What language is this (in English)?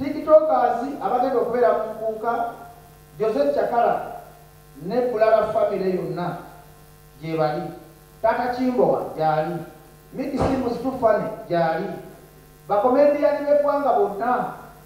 Ganda